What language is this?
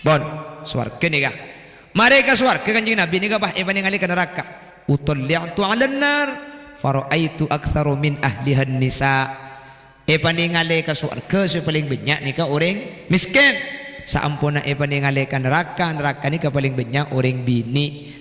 Madurese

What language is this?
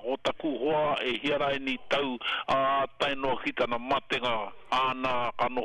Māori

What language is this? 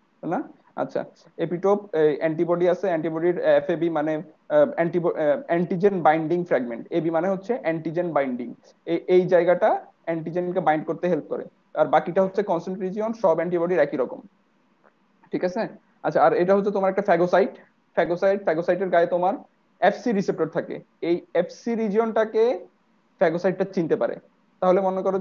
Bangla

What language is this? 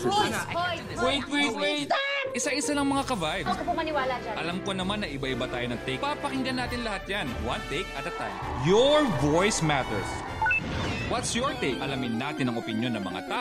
Filipino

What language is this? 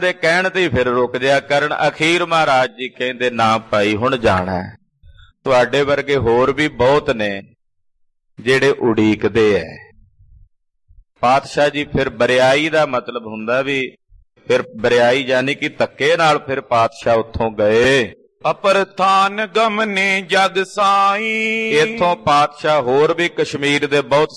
Punjabi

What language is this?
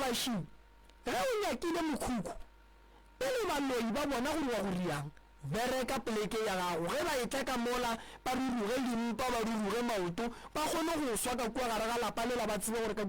Northern Sotho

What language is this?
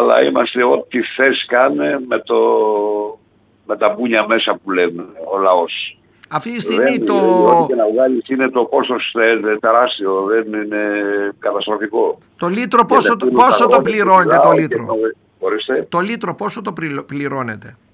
Greek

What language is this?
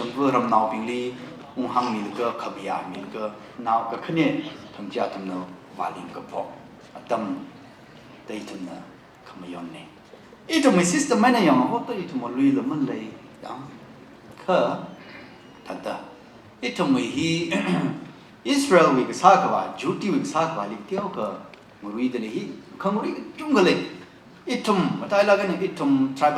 Tangkhul Naga (India)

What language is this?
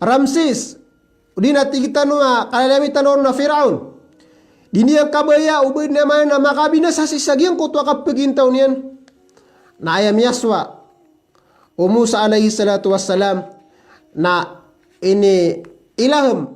Maranao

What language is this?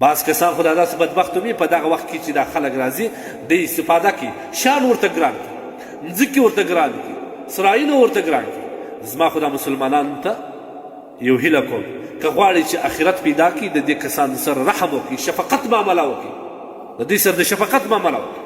Pashto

